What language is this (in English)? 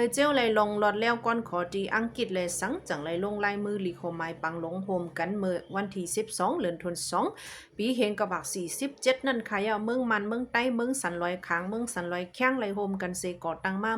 Shan